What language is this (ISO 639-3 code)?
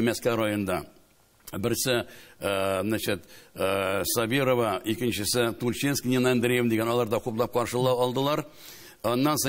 tat